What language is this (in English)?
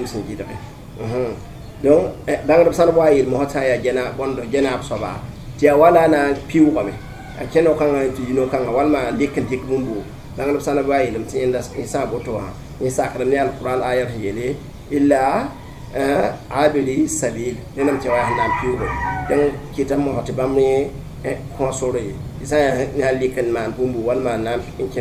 Mossi